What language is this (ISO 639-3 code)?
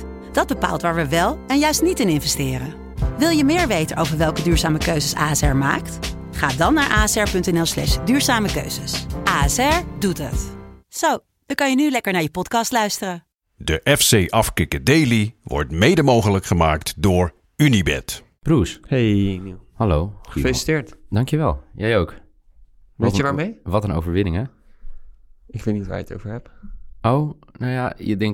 nld